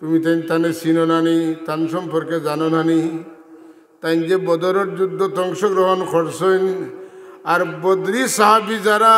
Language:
Sylheti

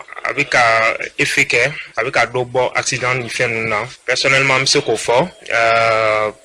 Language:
Bambara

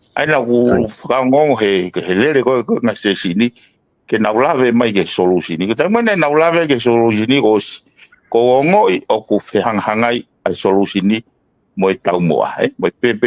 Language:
Tongan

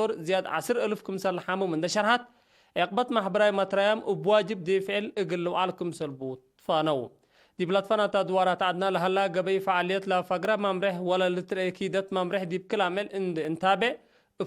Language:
Tigre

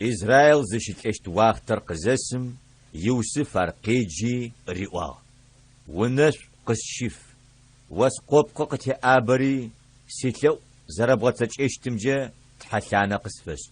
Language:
Adyghe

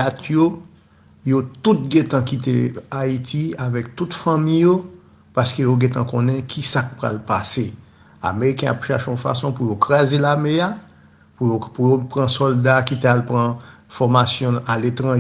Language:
Haitian Creole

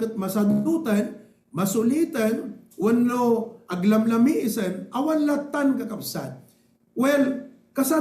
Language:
Iloko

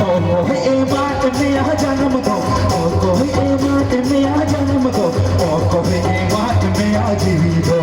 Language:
Santali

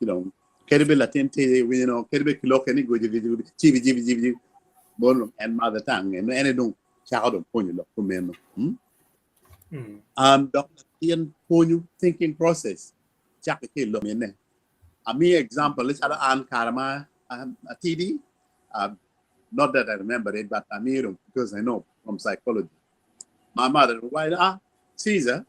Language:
Acoli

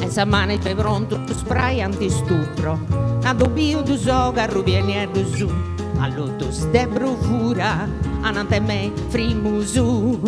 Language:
Sardinian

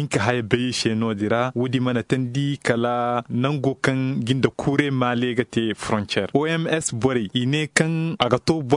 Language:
Zarma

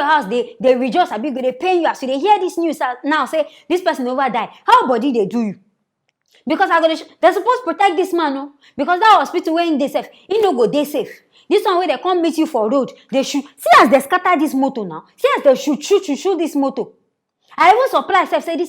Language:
Nigerian Pidgin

